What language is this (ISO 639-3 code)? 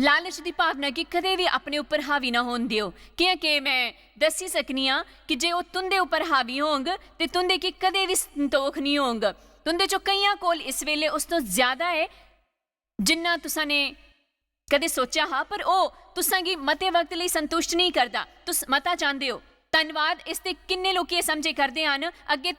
doi